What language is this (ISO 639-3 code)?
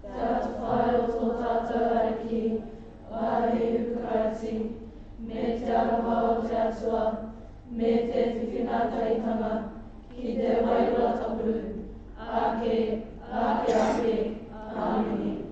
mri